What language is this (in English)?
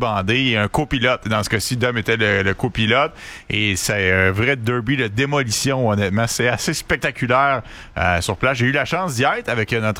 French